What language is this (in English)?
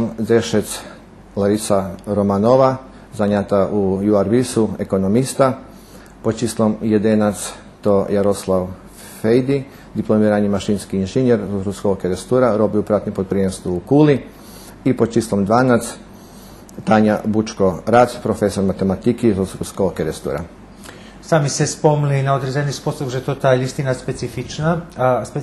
Rusyn